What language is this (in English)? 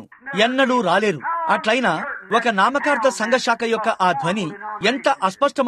Telugu